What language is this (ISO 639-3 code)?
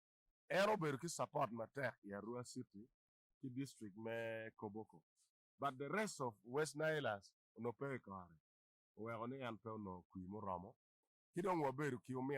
ach